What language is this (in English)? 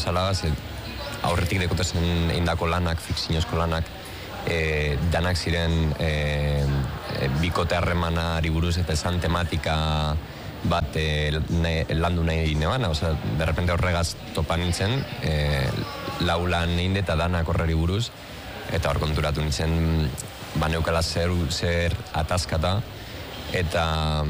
Basque